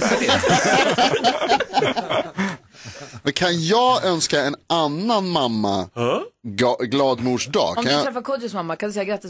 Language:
Swedish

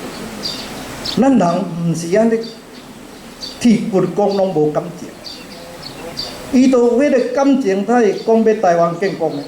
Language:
Min Nan Chinese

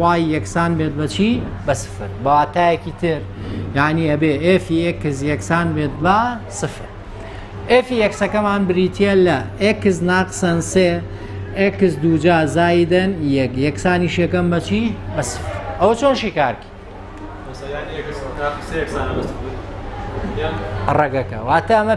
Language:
Central Kurdish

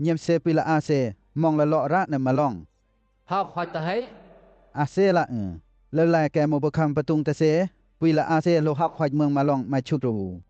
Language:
Western Lawa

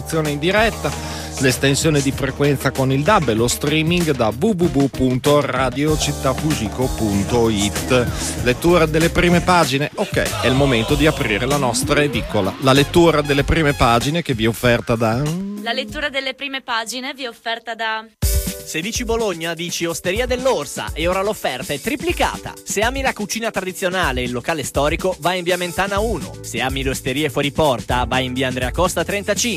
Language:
Italian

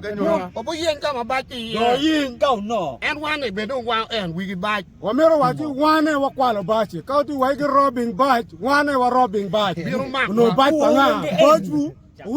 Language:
Acoli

